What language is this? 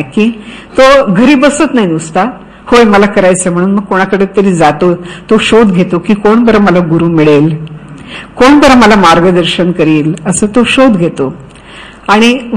Marathi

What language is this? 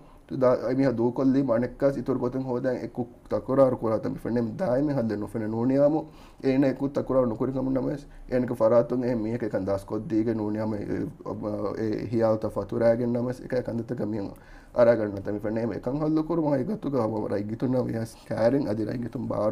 Divehi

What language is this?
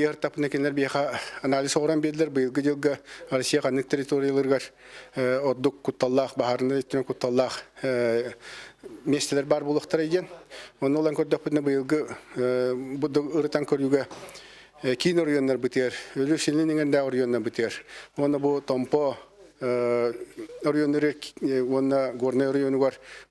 Yakut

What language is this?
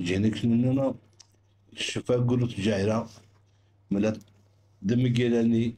Zaza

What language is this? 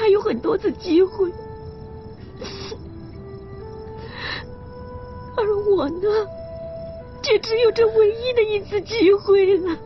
Chinese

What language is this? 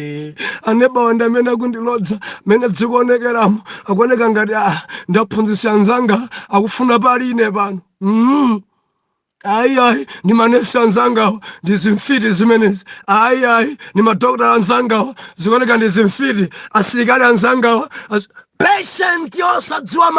Nyanja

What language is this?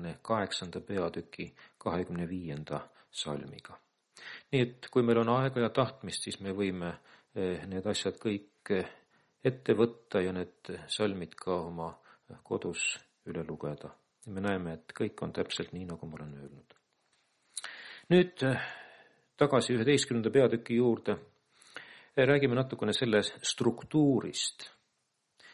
Estonian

